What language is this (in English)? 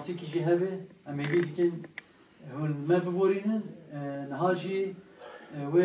Kurdish